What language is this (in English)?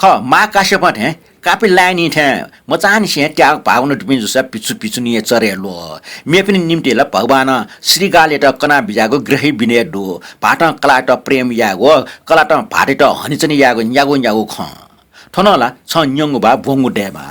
Newari